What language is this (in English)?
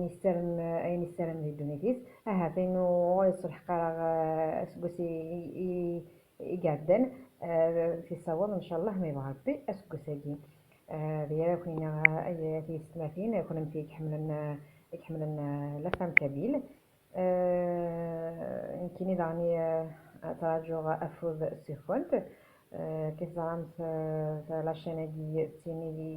Kabyle